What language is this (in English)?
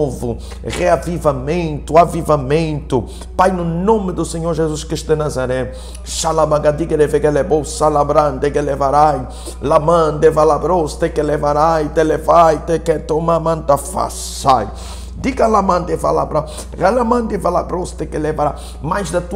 Portuguese